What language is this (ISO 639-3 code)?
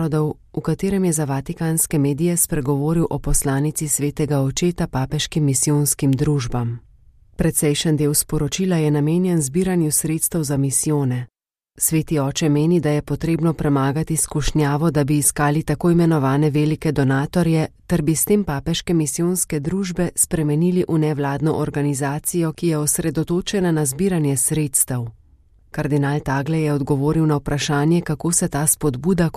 slv